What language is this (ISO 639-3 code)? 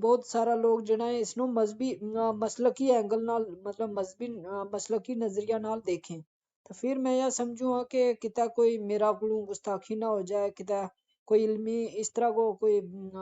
gju